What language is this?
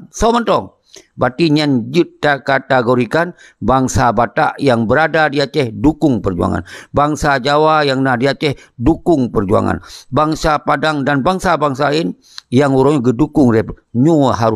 Achinese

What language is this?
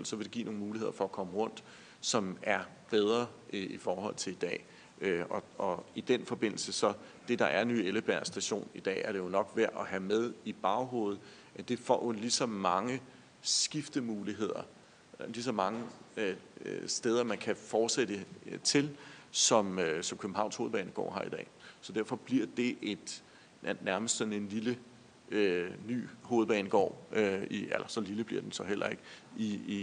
Danish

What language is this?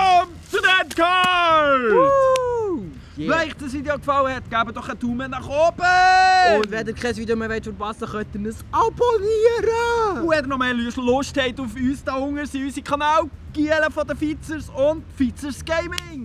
Swiss German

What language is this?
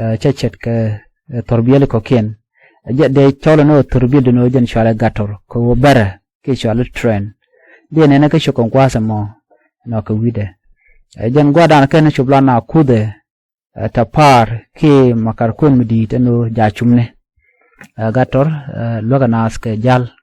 Nuer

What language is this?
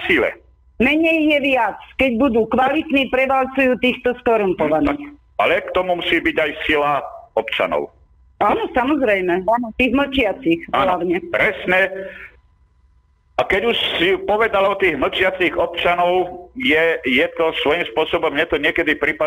Slovak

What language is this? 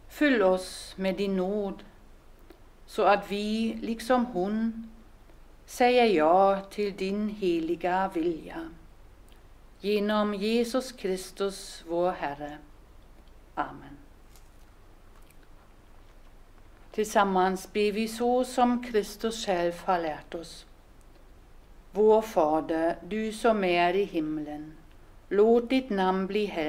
Swedish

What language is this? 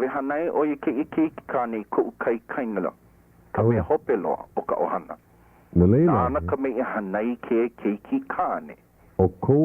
Hawaiian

